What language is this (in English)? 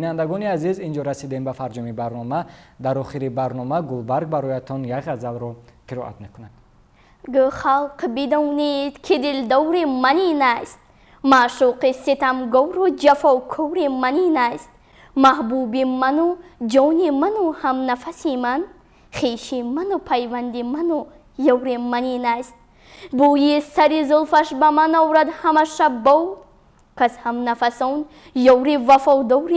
Tajik